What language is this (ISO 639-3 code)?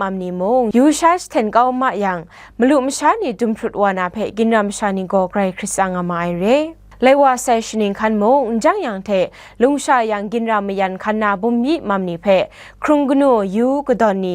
kac